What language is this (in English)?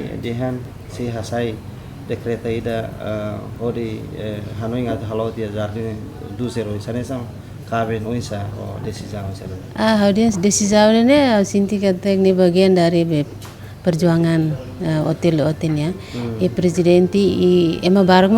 Tetum